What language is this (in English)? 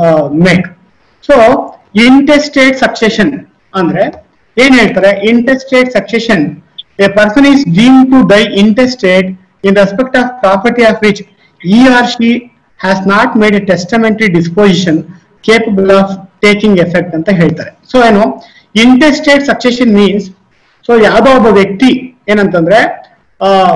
Kannada